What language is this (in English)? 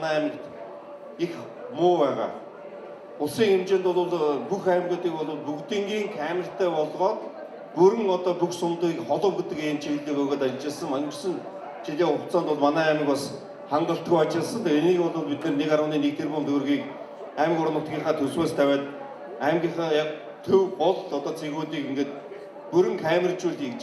Mongolian